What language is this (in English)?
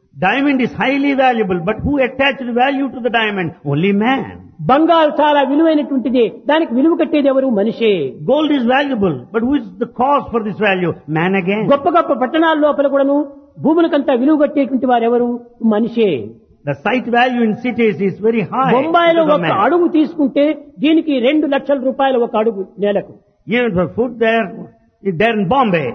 Telugu